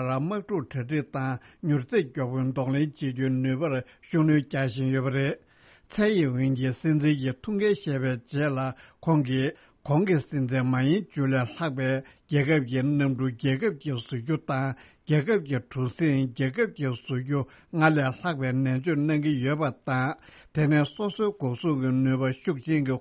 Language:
Tibetan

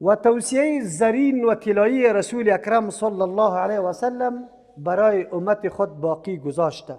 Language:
Persian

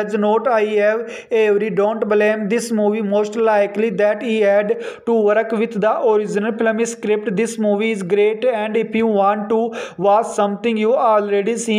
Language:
English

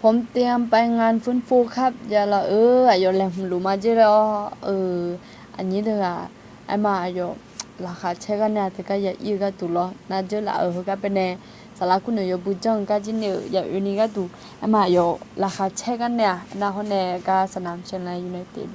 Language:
Akha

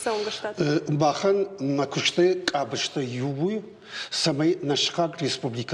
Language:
Ossetic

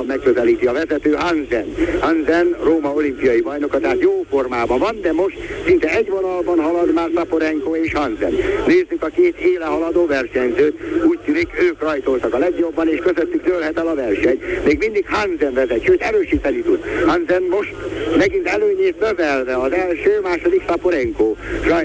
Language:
Hungarian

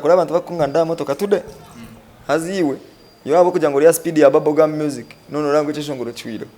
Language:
Nyankole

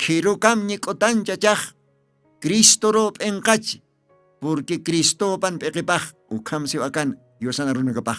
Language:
Aymara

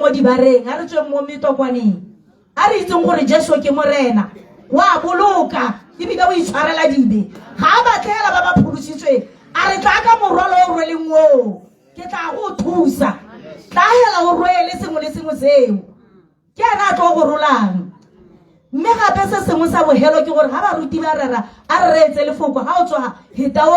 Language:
Tswana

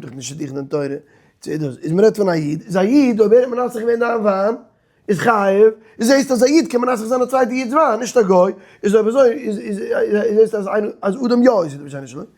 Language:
Yiddish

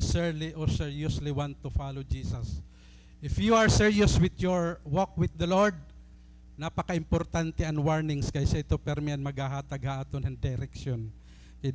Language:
Waray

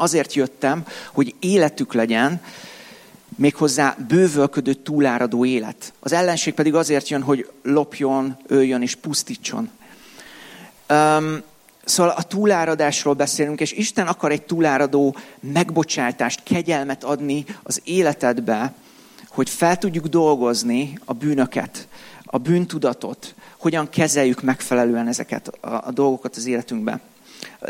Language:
Hungarian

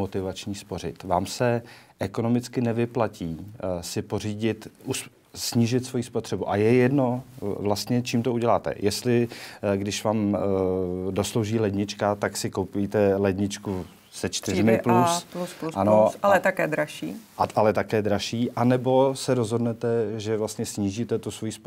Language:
Czech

